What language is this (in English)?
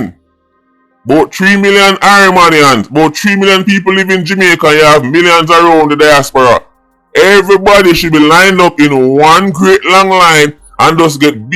Jamaican Creole English